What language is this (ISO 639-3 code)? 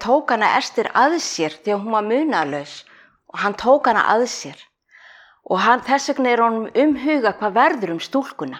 isl